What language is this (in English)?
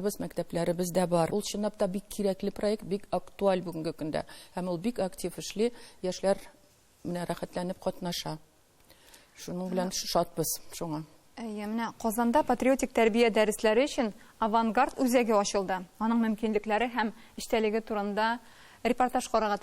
Tatar